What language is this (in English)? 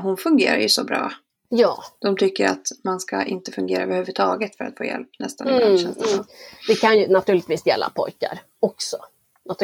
Swedish